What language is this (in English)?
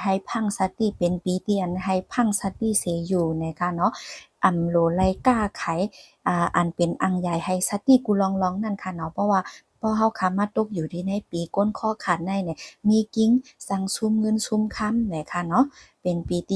Shan